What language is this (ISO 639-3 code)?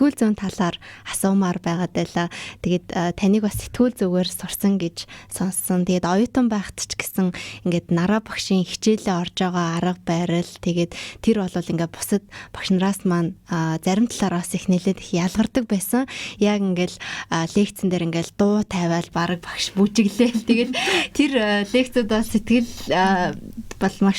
mon